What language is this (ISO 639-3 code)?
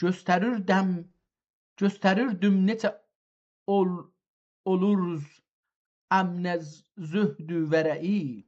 azb